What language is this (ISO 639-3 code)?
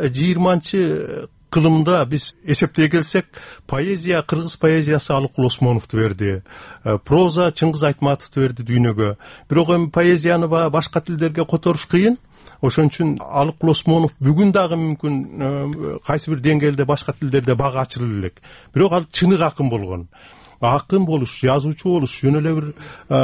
kir